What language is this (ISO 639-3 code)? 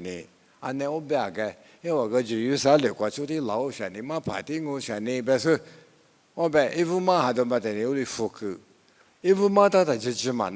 lis